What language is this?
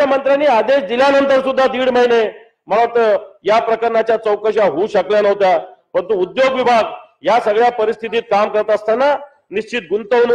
Marathi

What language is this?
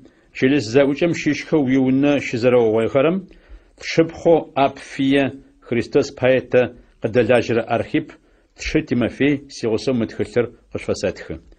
Adyghe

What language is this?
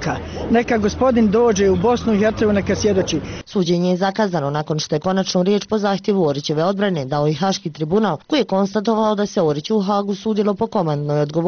Bosnian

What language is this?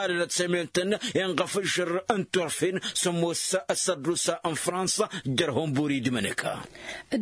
Tamasheq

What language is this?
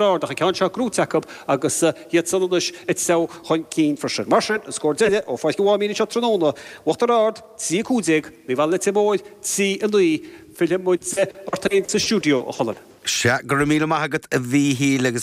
Irish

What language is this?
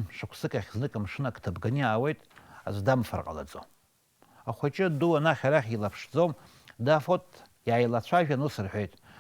Abkhazian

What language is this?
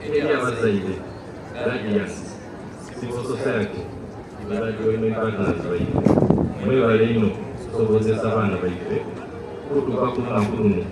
Soga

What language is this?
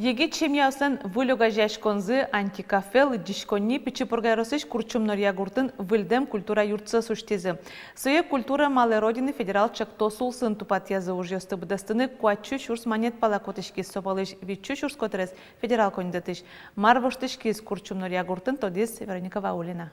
Udmurt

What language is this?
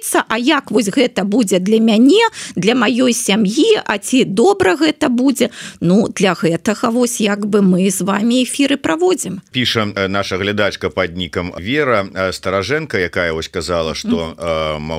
Belarusian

